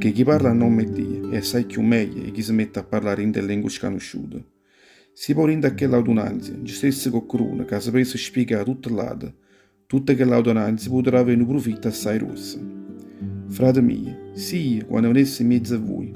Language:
Neapolitan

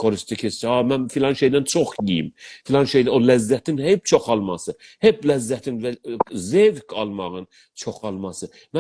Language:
South Azerbaijani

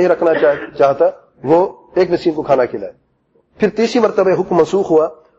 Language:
Urdu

